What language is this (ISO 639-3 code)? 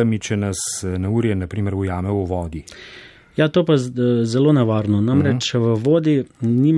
slv